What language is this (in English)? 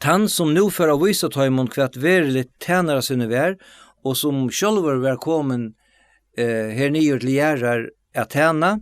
Faroese